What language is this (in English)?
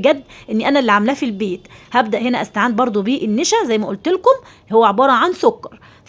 Egyptian Arabic